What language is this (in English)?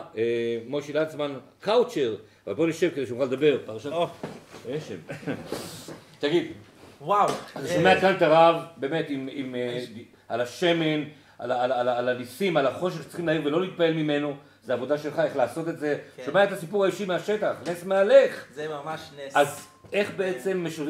Hebrew